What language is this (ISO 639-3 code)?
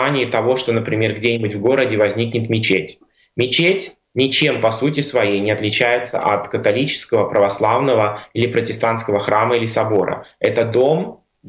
rus